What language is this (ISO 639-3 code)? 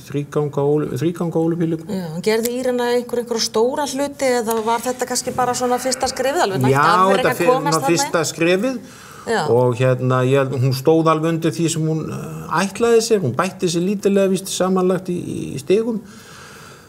isl